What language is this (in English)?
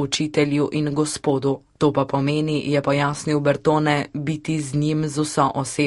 Slovenian